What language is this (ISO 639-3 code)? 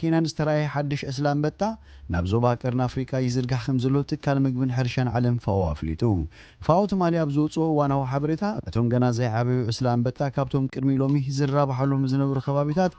tir